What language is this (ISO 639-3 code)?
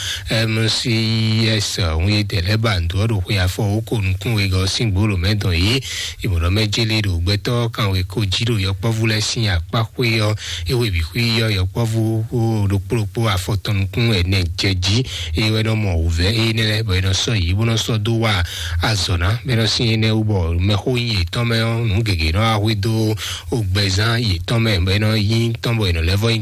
fon